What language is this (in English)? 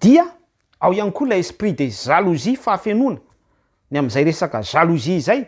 Malagasy